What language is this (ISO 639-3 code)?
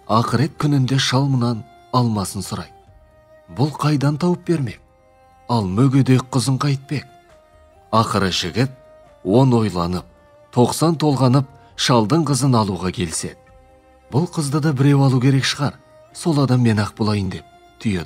kaz